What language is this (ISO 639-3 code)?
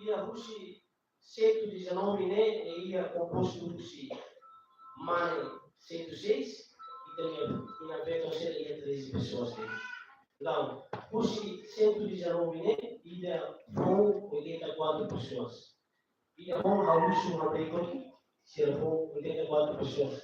tet